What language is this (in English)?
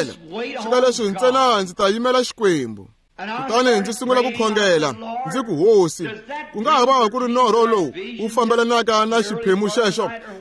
Tsonga